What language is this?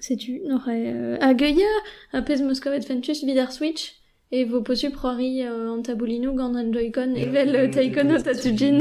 Breton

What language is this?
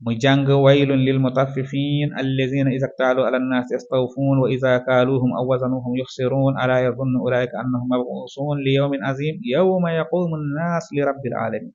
Wolof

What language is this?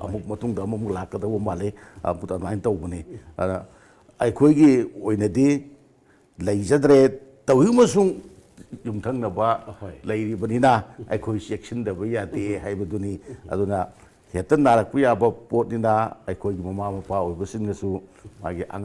Manipuri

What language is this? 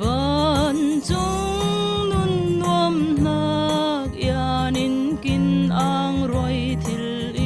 Falam Chin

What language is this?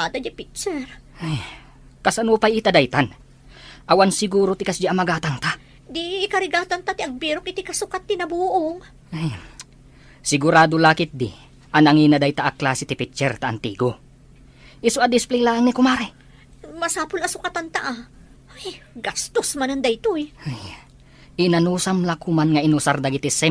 Iloko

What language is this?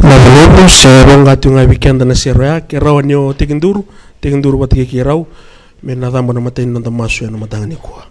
Fijian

